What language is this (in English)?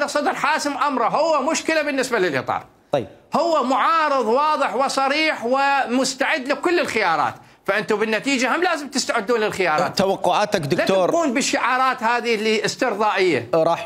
Mesopotamian Arabic